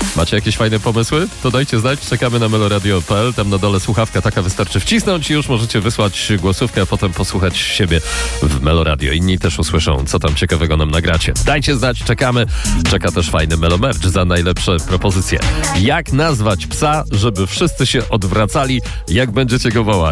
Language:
Polish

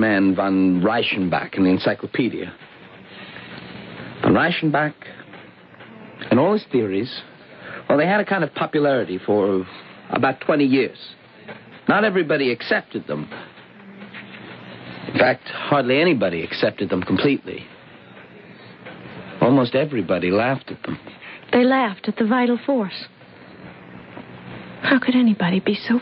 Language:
English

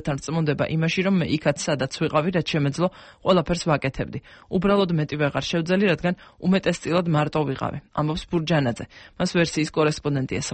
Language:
Georgian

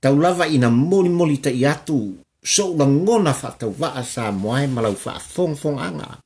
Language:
Samoan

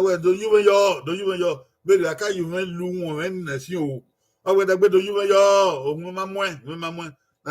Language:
Bini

